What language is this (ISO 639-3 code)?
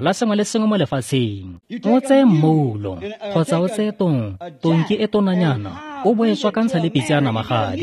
tsn